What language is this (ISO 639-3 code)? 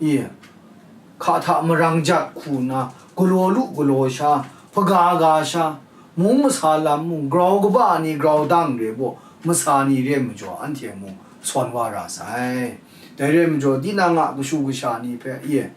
kac